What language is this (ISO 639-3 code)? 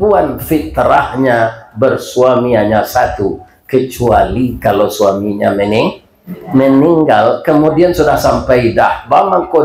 min